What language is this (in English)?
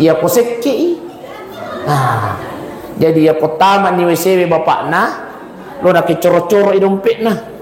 Buginese